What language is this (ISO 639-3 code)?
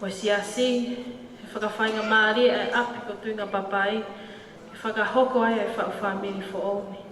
ton